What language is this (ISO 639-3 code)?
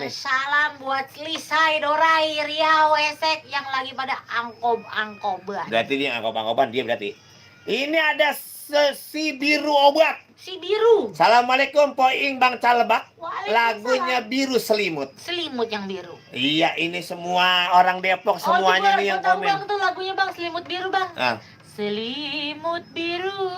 bew